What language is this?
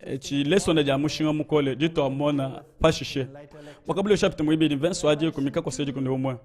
Luba-Lulua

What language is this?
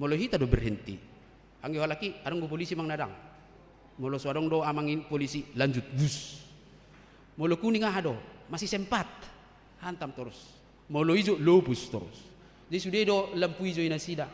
Batak Toba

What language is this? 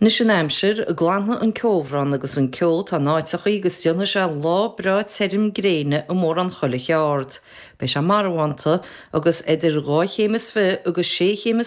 Irish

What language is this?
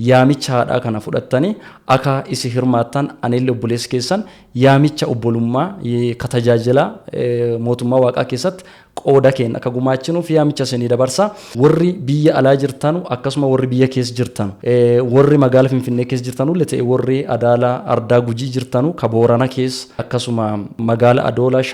Oromo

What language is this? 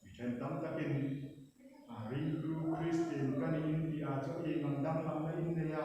Hmar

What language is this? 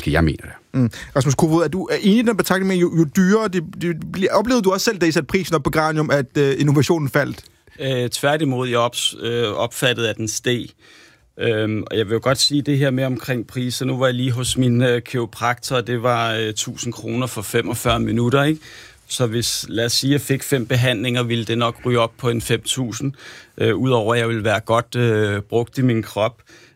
Danish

